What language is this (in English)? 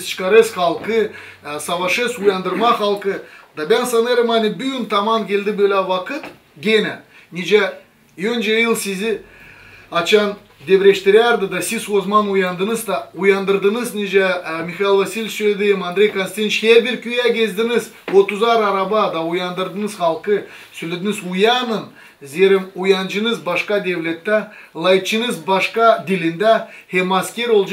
Gagauz